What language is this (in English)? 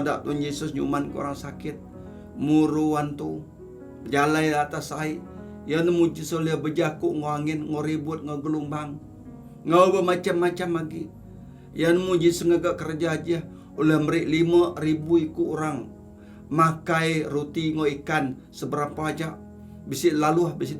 Iban